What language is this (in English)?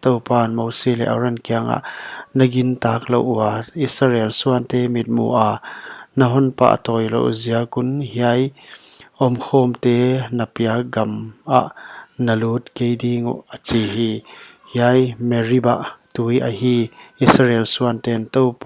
Paite Chin